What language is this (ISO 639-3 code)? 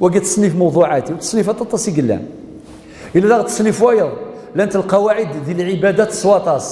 kab